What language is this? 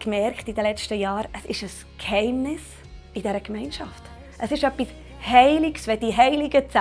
Swiss German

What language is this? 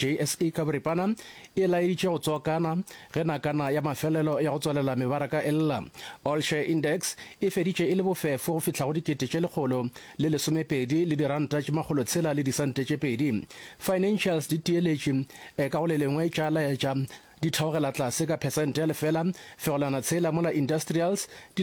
Northern Sotho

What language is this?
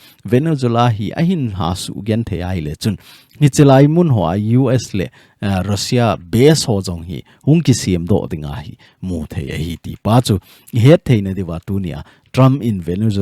Thado Chin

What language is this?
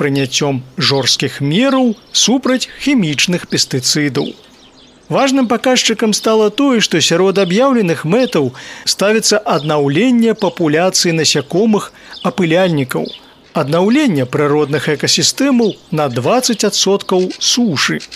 Belarusian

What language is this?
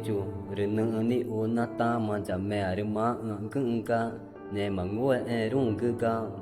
Ticuna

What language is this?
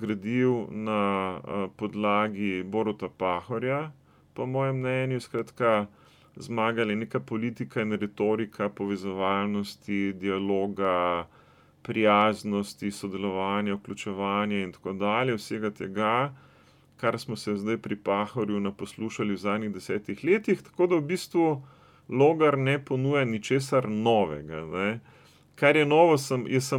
Slovenian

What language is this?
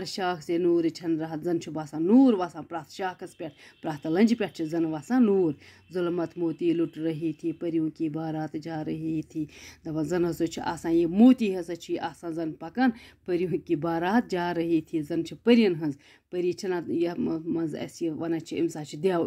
Kashmiri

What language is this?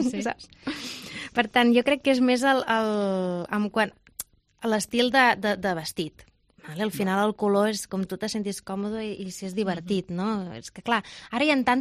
Catalan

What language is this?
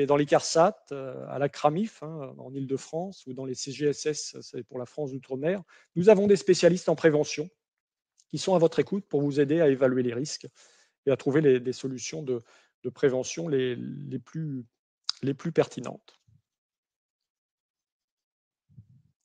French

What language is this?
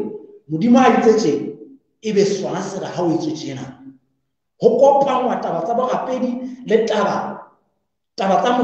Southern Sotho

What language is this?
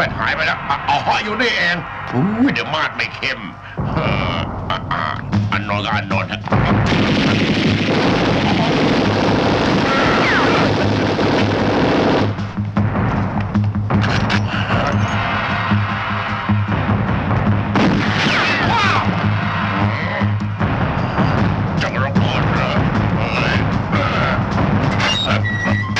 Thai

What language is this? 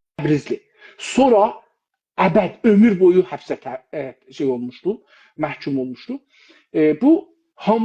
South Azerbaijani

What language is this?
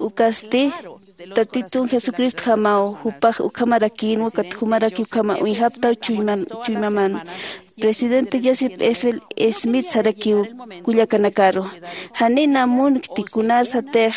Aymara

